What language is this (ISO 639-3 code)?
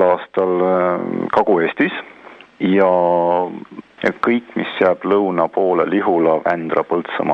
est